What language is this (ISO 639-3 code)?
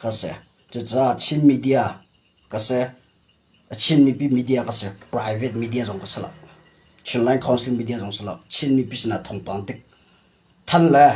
cnh